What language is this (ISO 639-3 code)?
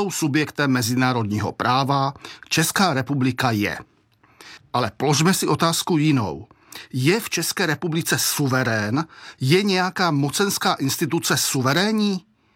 ces